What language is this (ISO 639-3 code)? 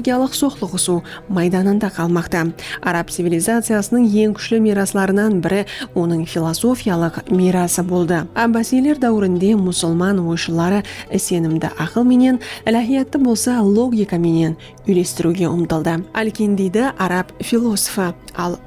kaa